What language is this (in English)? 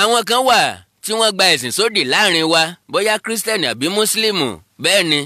Yoruba